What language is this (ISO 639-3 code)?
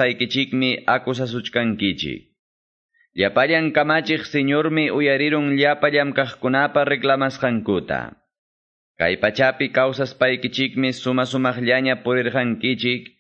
que